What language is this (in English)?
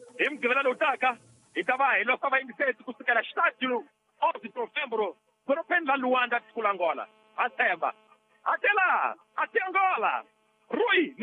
Tsonga